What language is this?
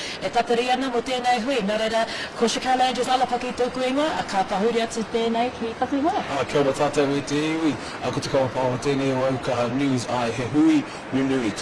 Māori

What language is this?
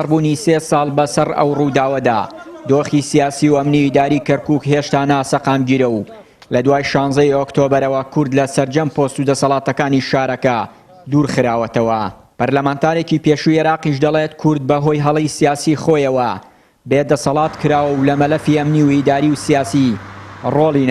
Central Kurdish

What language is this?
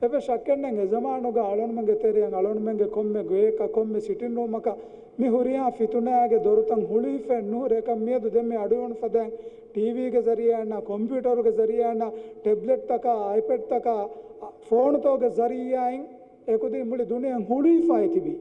Divehi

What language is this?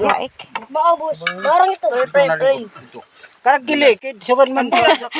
Waray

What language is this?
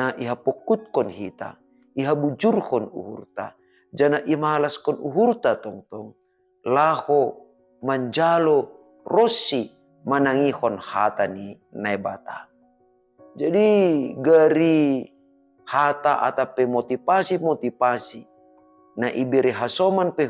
Batak Simalungun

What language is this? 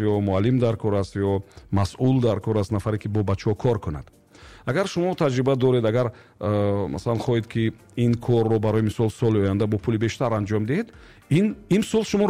Tajik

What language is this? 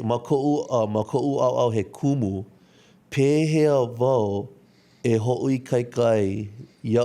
Hawaiian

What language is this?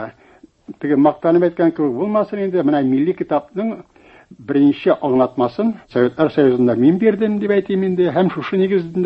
Tatar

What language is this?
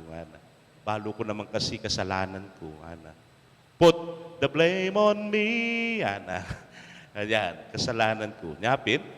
Pampanga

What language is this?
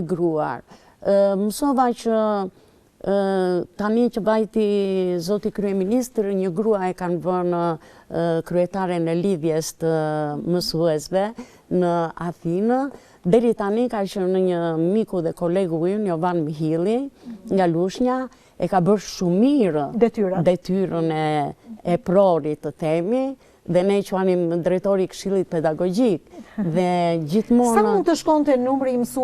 Albanian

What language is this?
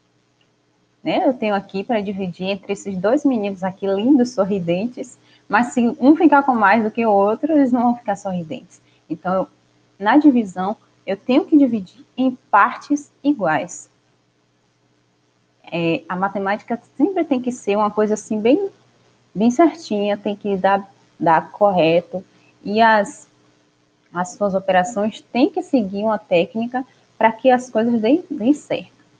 Portuguese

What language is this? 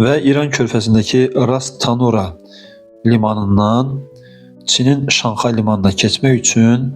Azerbaijani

